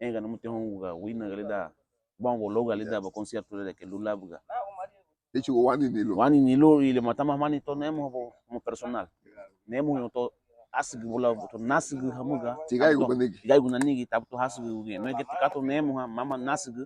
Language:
Garifuna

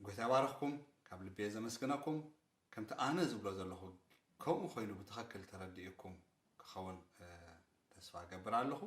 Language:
Tigrinya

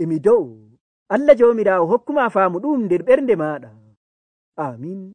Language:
Nigerian Fulfulde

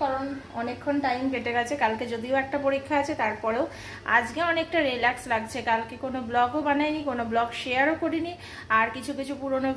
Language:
Bangla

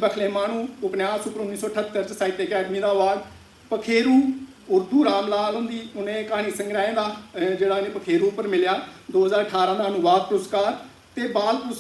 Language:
Dogri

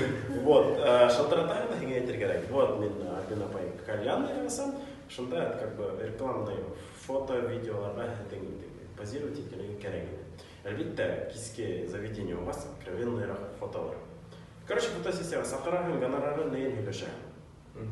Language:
Bashkir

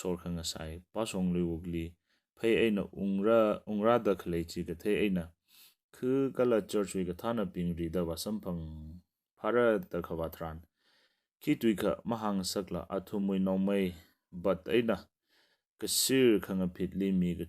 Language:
Tangkhul Naga (India)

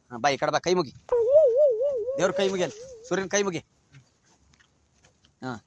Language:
Kannada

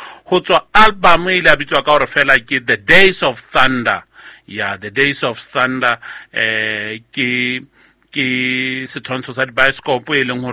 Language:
Southern Sotho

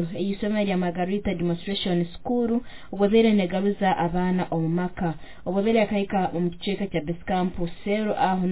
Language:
Nyoro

